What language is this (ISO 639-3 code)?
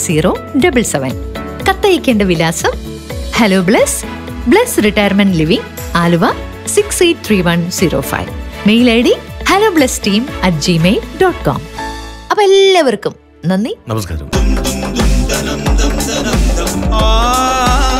mal